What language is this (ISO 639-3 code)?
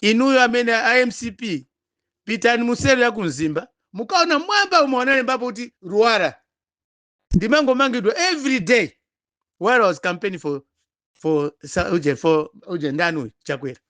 nya